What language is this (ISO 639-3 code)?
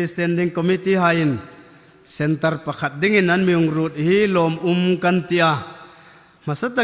hmr